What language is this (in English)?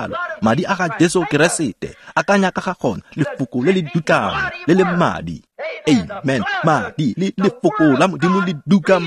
Tswana